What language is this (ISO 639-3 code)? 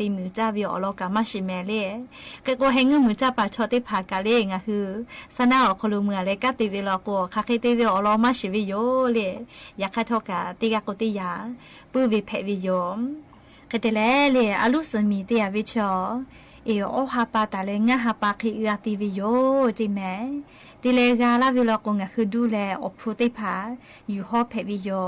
lhu